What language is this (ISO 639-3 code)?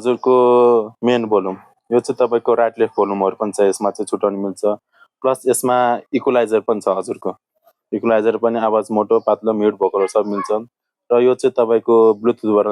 nep